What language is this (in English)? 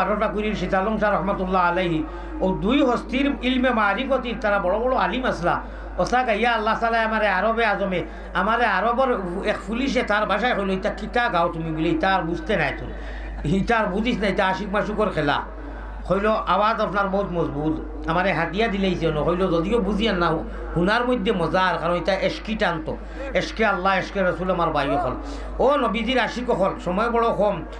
Sylheti